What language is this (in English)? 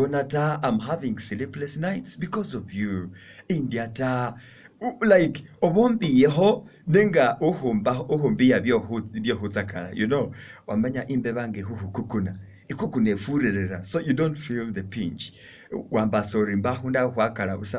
Masaaba